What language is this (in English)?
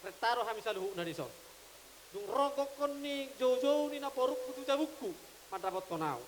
Batak Toba